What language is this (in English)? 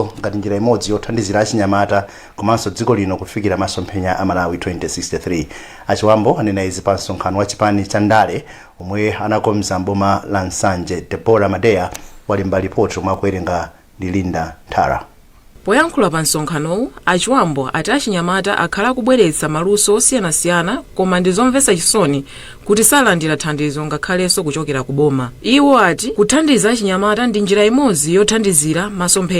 Nyanja